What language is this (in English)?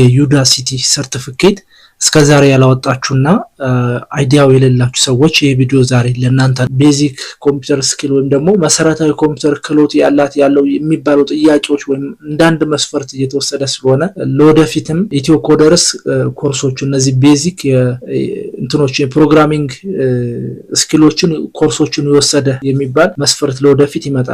Amharic